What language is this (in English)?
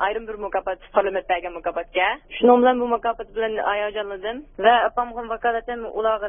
Uyghur